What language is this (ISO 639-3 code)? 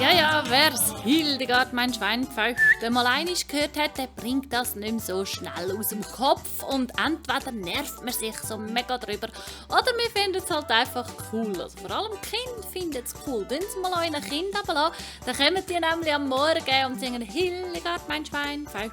gsw